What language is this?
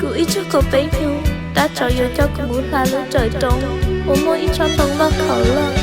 Hmong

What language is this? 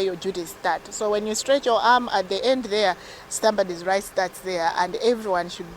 English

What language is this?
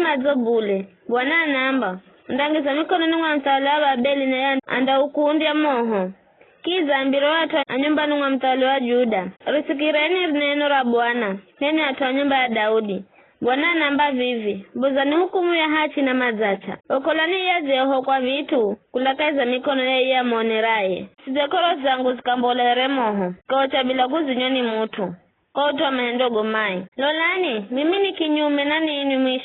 Giryama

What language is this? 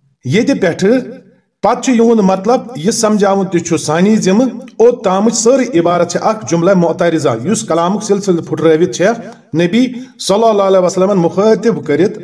Kashmiri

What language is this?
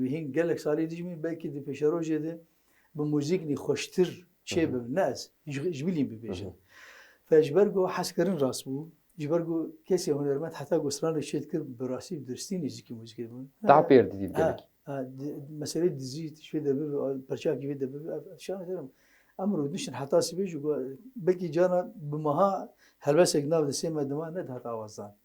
Kurdish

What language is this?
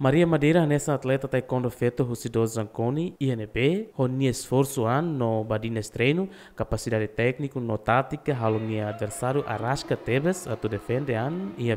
Tetum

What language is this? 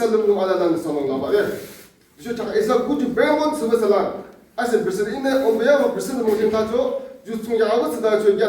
Yimchungru Naga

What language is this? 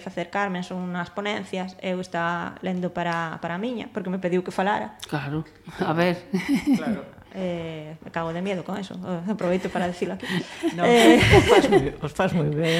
Galician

